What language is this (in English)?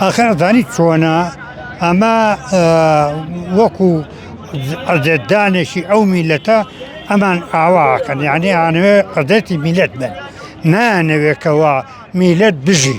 Central Kurdish